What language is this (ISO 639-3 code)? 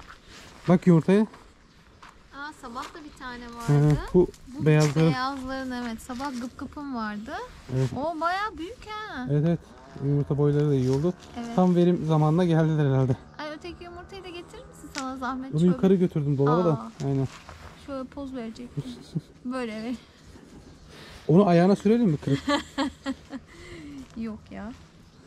tur